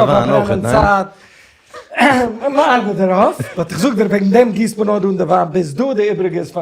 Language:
Yiddish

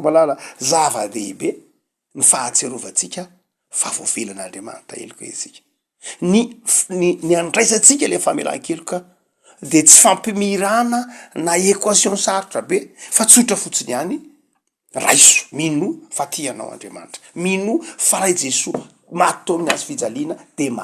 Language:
Malagasy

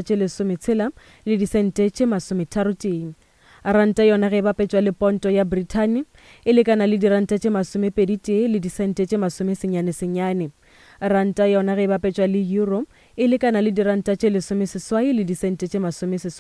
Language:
Northern Sotho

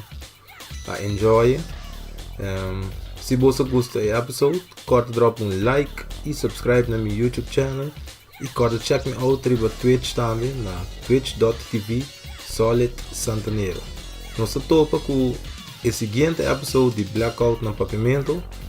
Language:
Papiamento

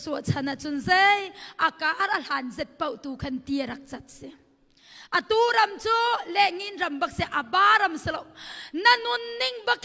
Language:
Hakha Chin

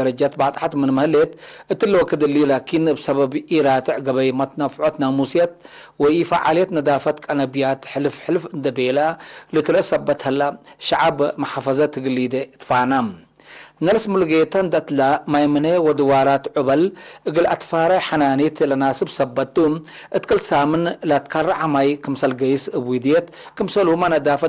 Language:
Tigre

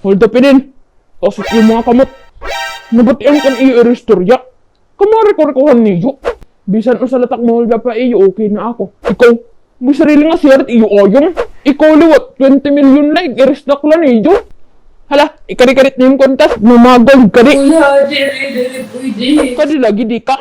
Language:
Waray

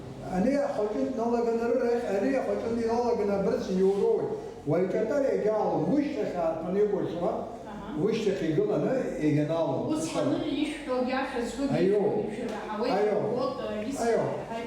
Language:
Abkhazian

